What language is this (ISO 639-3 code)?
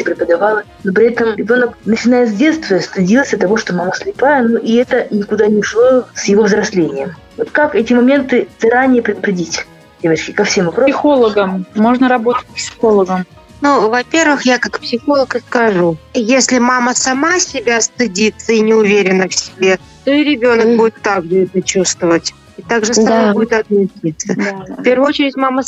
rus